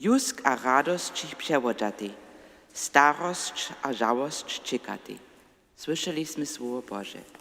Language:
Upper Sorbian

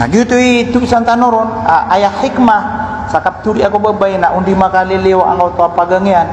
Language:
Maranao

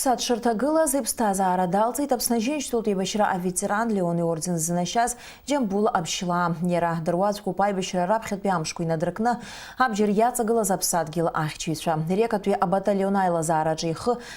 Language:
Abkhazian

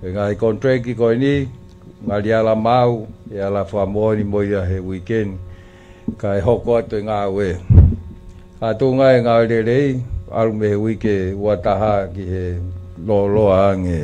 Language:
Tongan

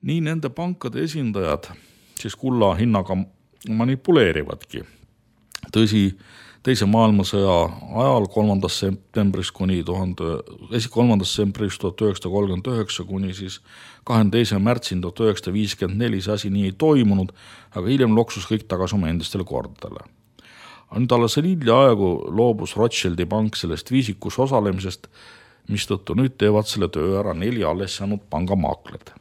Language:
Estonian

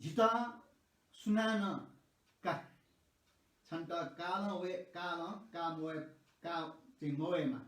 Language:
Newari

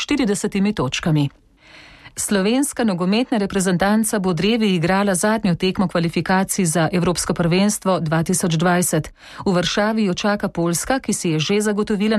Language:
Slovenian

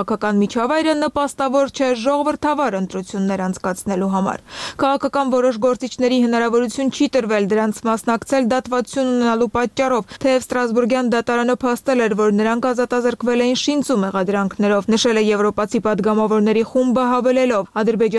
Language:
Armenian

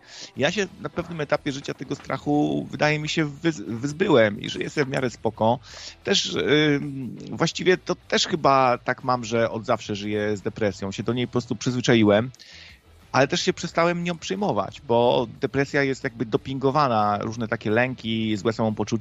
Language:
Polish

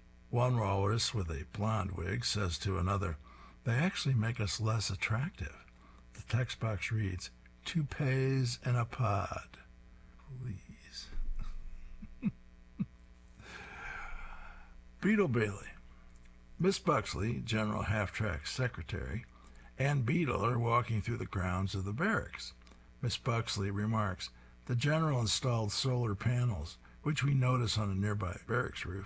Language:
English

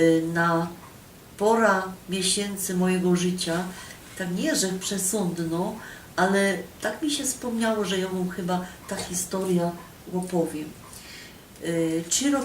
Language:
Silesian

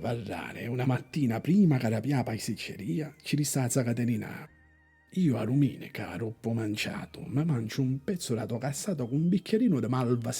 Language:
Sicilian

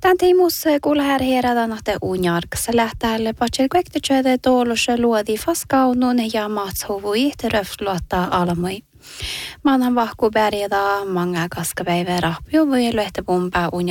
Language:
Northern Sami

